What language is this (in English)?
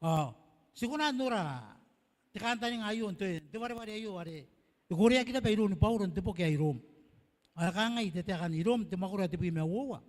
Gilbertese